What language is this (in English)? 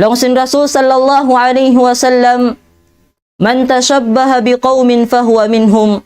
Tausug